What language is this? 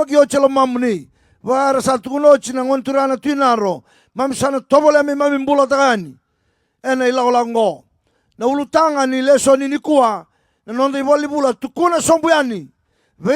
Fijian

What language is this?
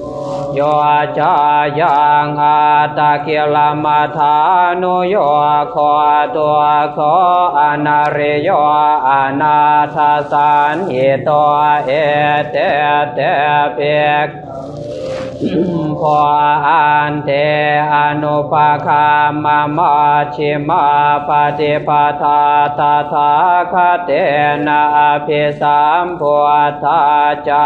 Pali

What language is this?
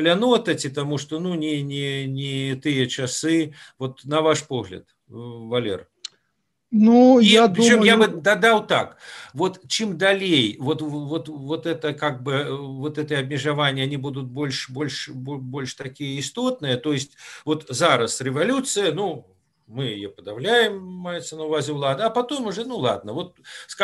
Belarusian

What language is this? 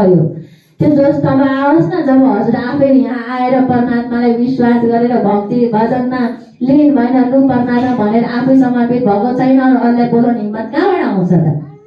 Nepali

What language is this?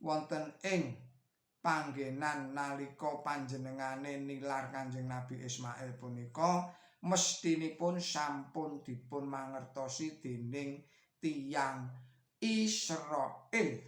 Javanese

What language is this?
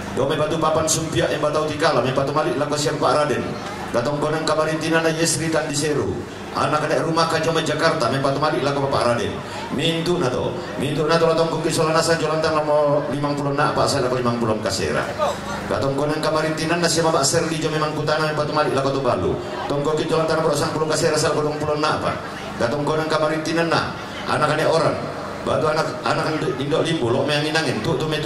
Toraja-Sa'dan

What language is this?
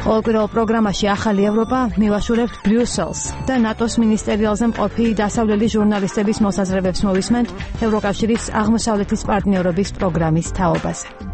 Georgian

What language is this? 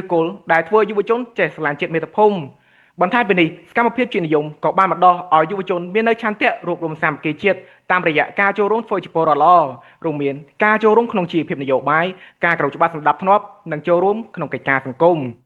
Khmer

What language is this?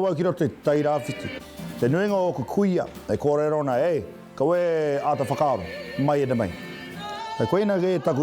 Māori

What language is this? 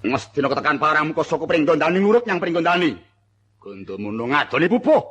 Javanese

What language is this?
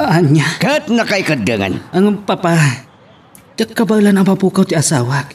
Iloko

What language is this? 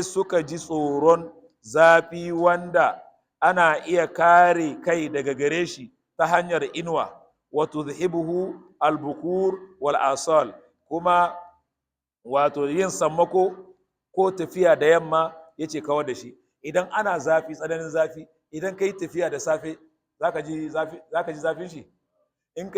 Hausa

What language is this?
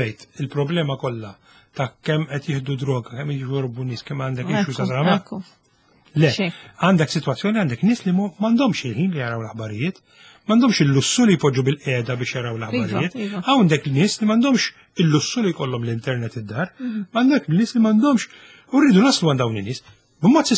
Maltese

